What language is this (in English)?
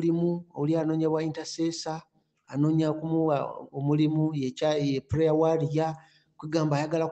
Ganda